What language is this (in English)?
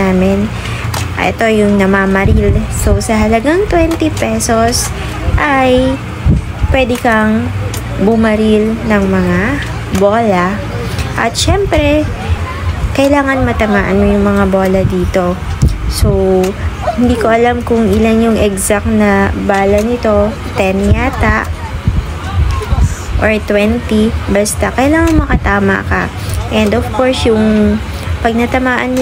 Filipino